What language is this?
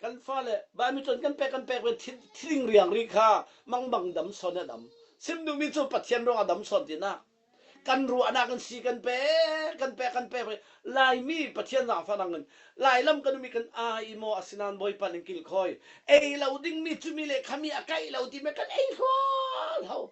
Falam Chin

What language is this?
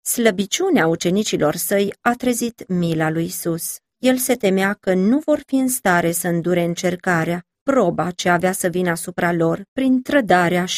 Romanian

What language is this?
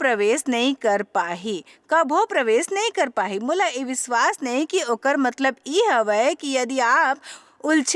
Chhattisgarhi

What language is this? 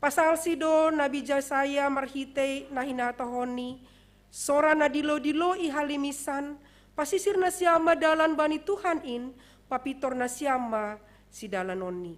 Batak Simalungun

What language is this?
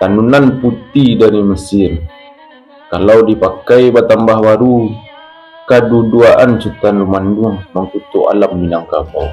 Minangkabau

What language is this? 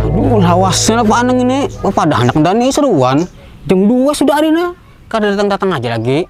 Banjar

